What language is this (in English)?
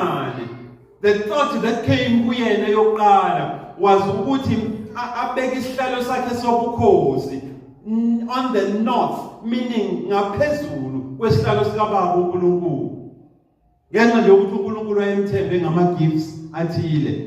Zulu